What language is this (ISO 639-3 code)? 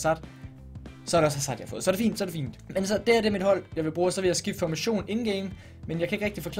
dan